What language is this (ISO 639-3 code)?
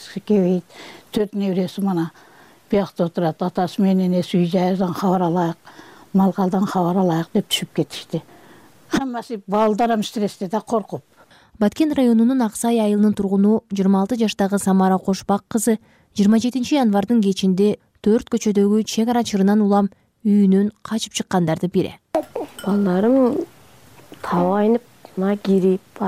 kir